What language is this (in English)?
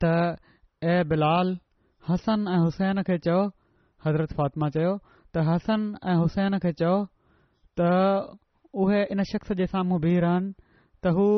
Sindhi